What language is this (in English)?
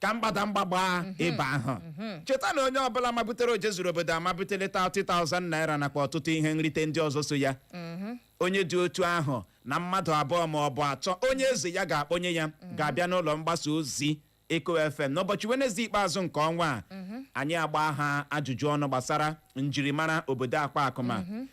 Igbo